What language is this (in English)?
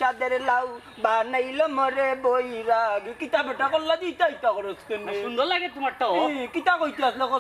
Sylheti